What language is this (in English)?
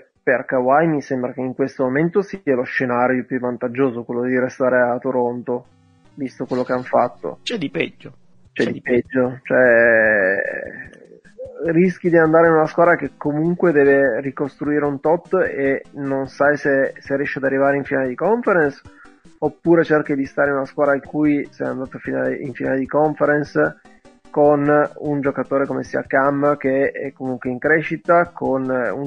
Italian